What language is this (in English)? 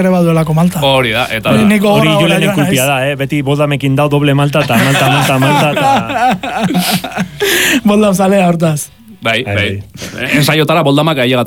Basque